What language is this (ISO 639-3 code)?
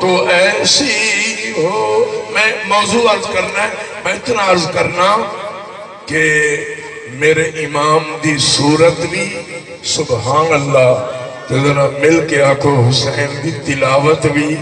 skr